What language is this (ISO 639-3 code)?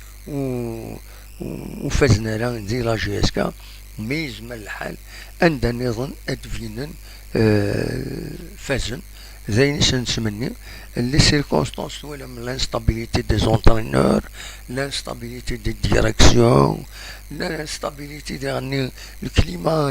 kab